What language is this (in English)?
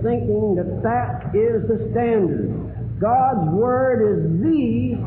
English